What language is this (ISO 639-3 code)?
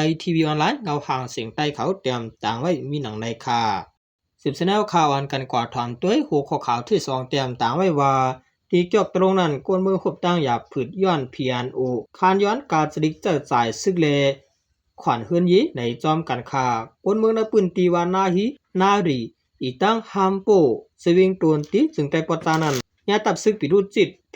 shn